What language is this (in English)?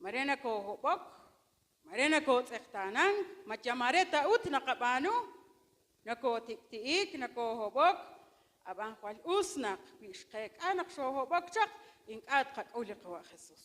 Kekchí